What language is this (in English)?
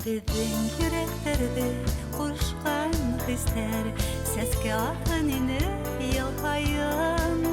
Bashkir